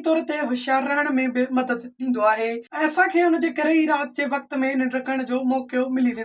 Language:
Sindhi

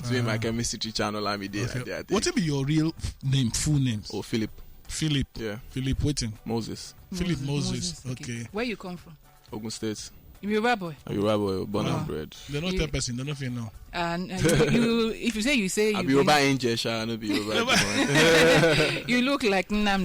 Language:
Nigerian Pidgin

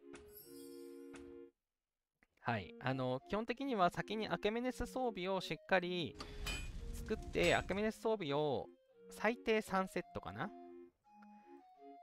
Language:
Japanese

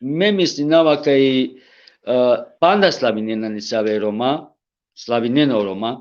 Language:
Balkan Romani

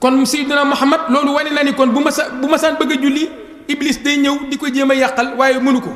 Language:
Wolof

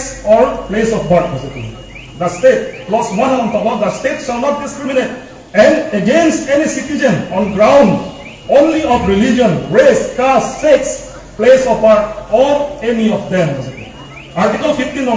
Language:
Karbi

